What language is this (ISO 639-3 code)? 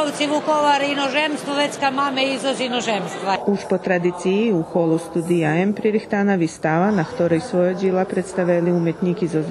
rue